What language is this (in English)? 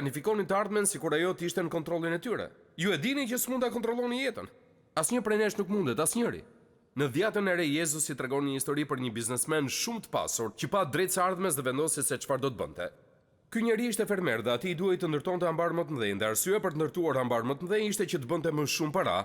Albanian